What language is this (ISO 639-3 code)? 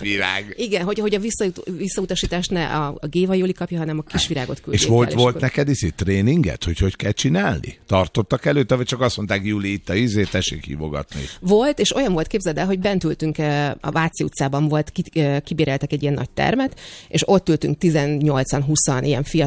hun